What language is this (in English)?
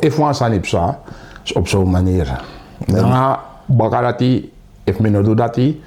Sranan Tongo